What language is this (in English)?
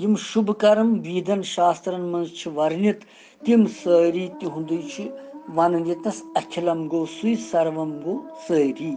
Kashmiri